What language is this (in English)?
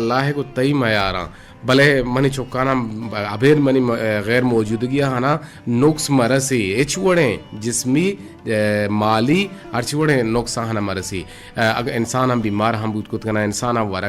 Eastern Balochi